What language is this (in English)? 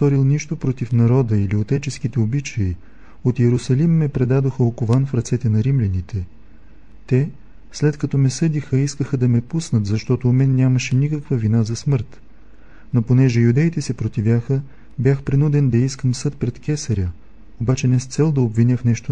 Bulgarian